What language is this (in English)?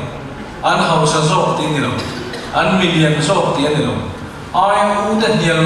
Mizo